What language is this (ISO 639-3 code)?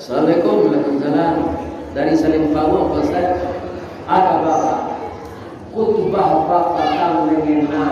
min